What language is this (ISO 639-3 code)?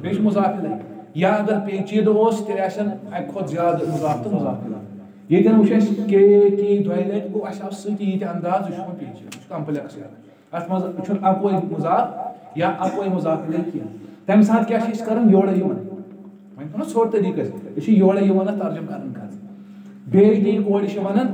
kas